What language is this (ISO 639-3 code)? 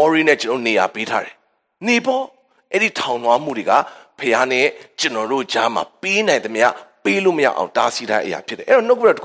mya